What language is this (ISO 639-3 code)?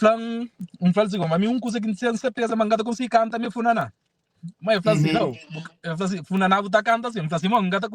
kea